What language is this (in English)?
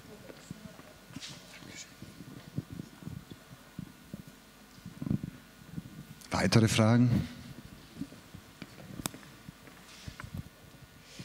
German